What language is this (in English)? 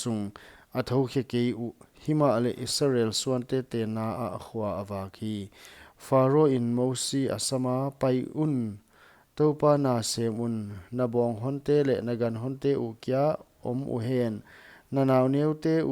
Paite Chin